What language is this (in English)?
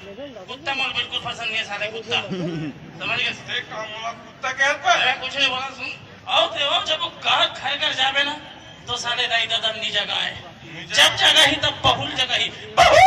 Chhattisgarhi